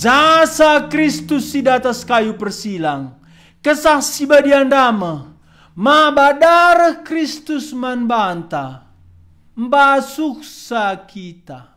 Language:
Batak Karo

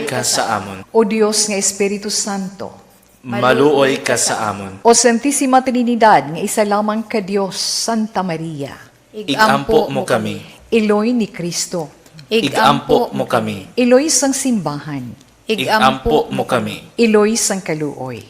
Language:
Hiligaynon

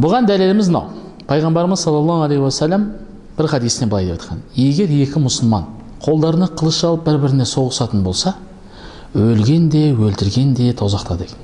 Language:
Kazakh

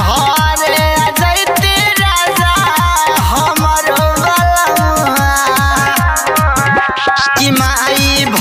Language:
Bhojpuri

